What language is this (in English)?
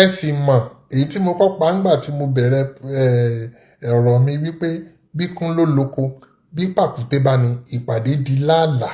Yoruba